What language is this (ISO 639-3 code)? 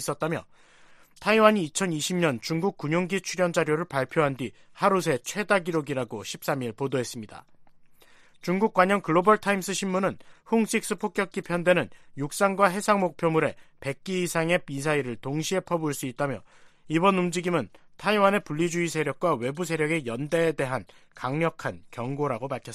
kor